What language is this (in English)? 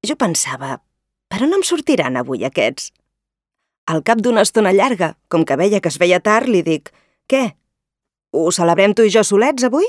Catalan